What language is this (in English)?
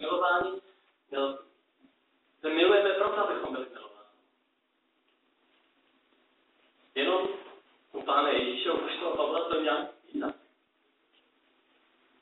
Czech